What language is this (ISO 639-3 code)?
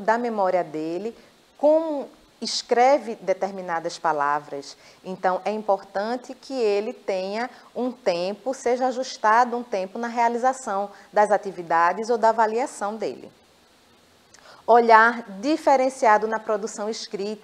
por